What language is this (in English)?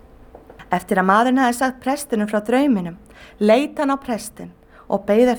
Icelandic